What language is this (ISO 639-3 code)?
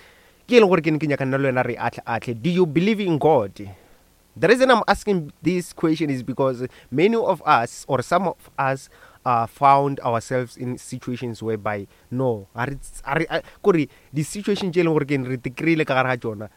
nso